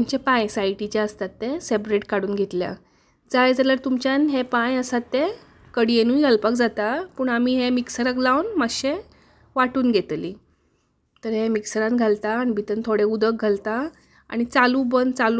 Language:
Konkani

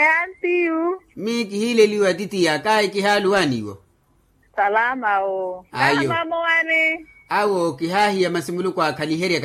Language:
Makhuwa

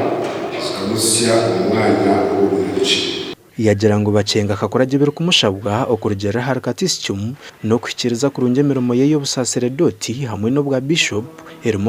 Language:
Nyankole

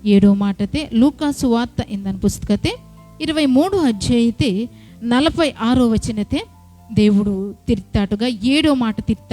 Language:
Koya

